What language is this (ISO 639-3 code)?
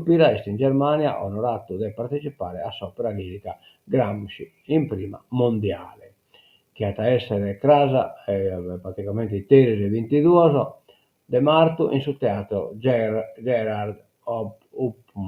srd